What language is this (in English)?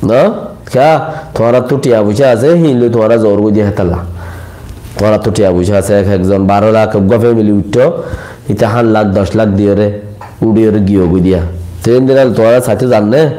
Rohingya